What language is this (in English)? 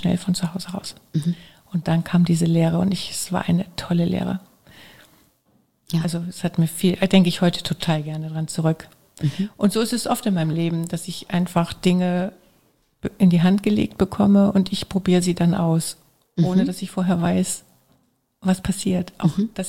German